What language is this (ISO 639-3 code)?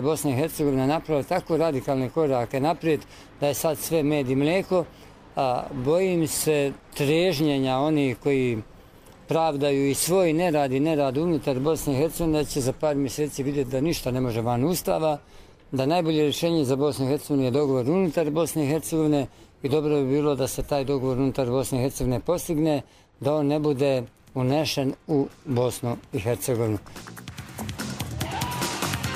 bos